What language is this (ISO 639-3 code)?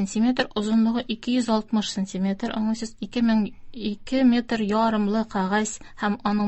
tat